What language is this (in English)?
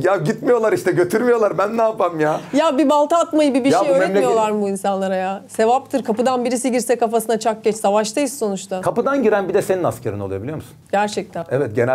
Turkish